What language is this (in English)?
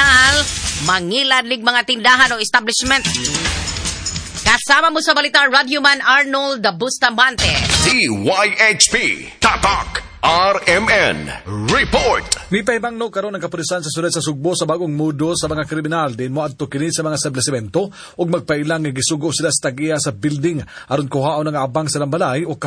Cebuano